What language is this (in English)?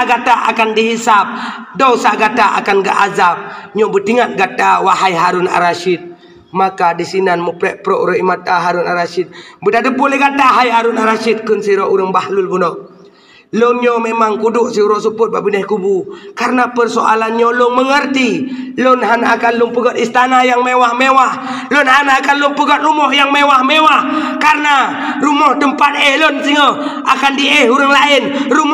Achinese